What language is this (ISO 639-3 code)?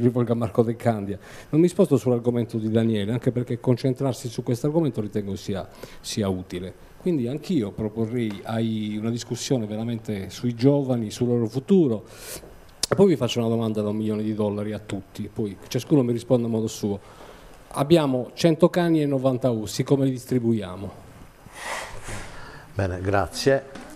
ita